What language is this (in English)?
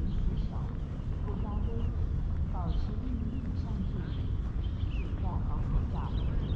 Chinese